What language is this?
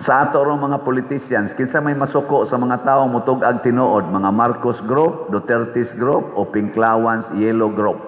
Cebuano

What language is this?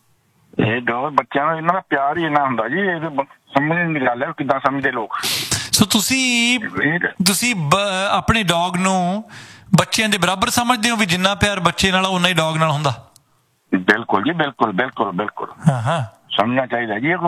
Punjabi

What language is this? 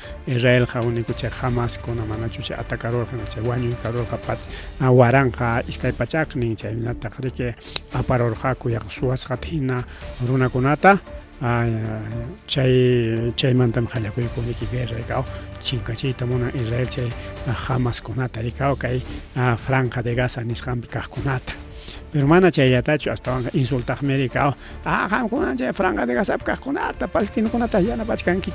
Ayacucho Quechua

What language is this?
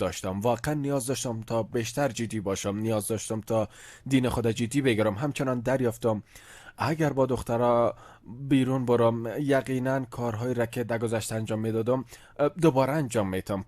Persian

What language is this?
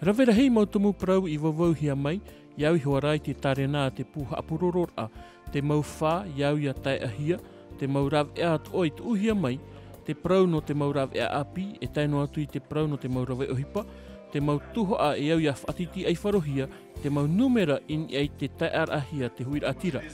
Tahitian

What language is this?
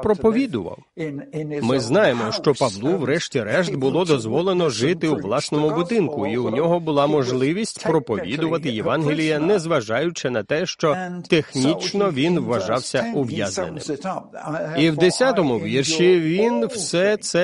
Ukrainian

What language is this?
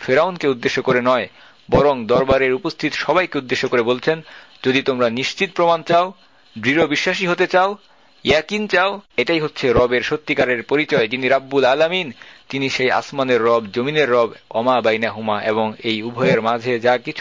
Bangla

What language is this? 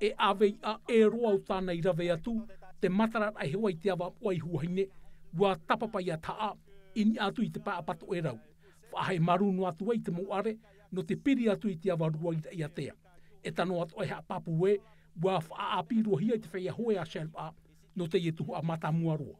Tahitian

